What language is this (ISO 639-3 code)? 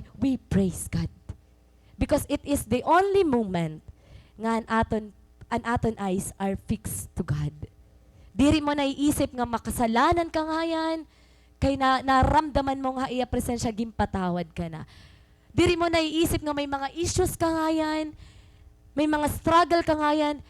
war